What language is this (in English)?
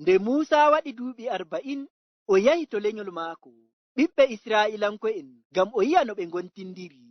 Fula